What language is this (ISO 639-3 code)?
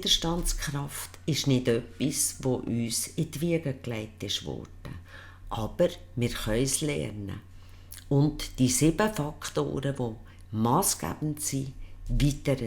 gsw